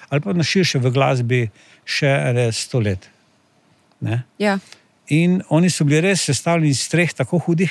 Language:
Slovenian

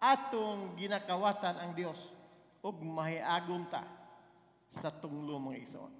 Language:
Cebuano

